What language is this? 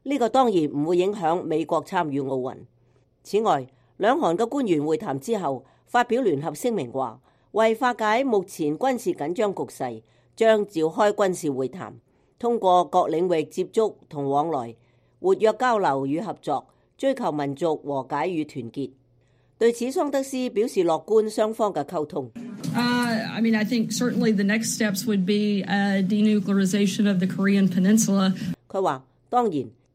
Cantonese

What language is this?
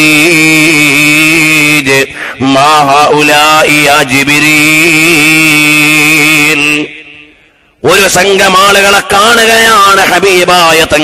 Malayalam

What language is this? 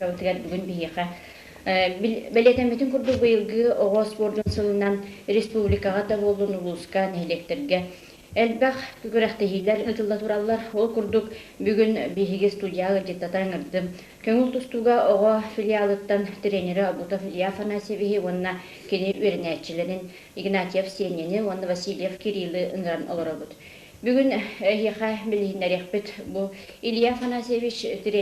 Yakut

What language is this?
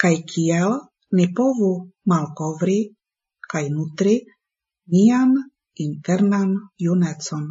Esperanto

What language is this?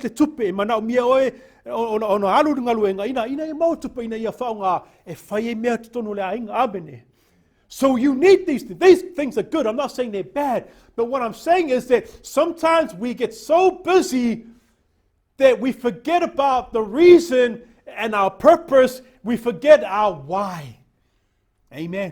Samoan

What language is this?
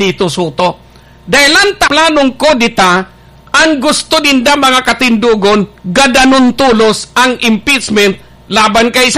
Bikol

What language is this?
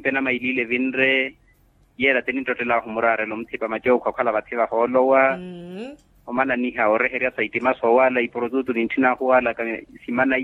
Makhuwa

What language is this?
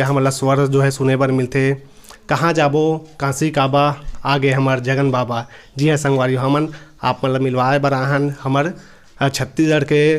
Chhattisgarhi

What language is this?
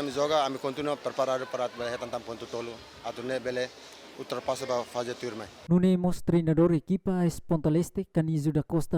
Tetum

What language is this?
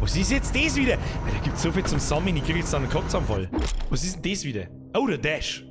Bavarian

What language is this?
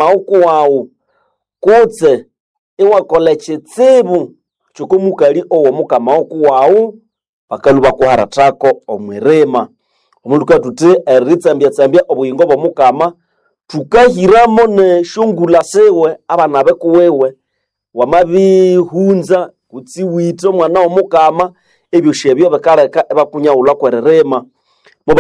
Nande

